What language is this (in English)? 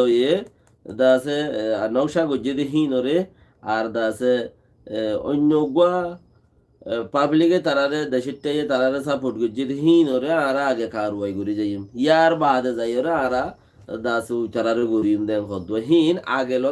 Rohingya